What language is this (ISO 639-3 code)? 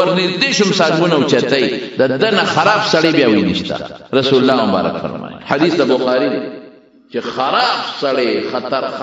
pus